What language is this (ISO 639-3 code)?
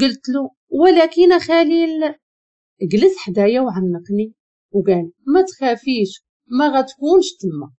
ary